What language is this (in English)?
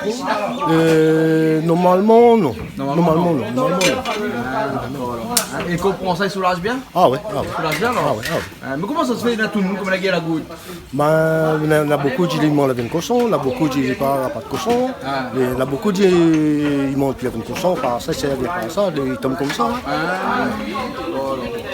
Réunion Creole French